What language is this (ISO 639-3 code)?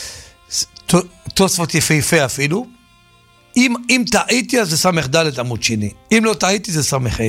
heb